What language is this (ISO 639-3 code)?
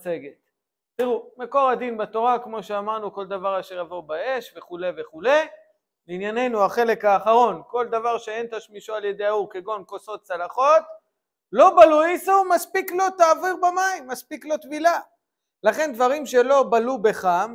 heb